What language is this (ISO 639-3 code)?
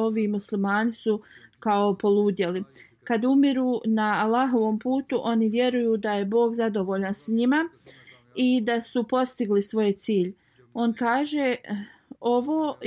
bos